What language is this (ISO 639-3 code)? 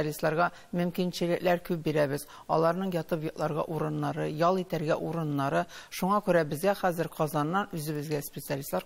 tat